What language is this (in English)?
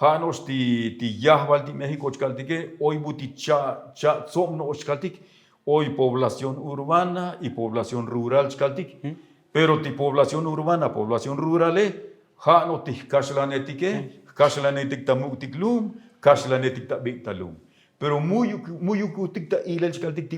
Tzotzil